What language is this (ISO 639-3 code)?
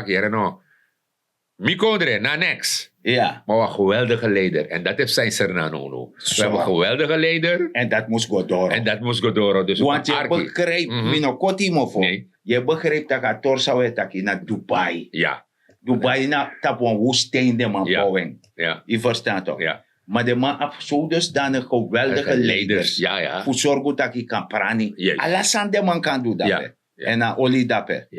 srn